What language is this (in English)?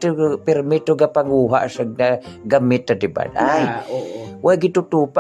Hiligaynon